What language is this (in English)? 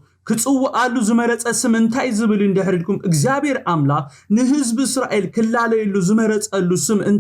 Tigrinya